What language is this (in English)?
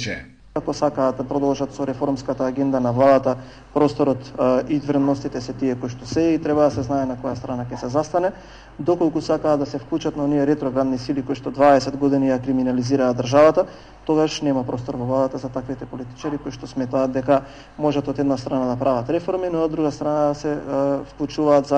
Macedonian